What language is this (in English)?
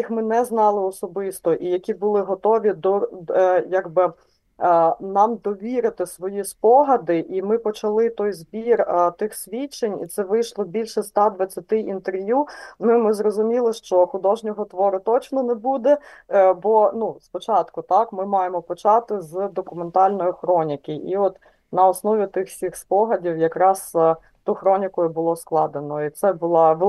Ukrainian